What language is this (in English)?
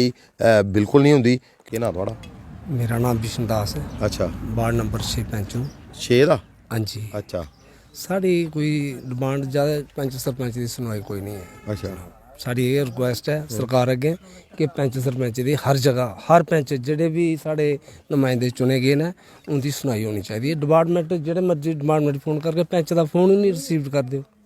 Dogri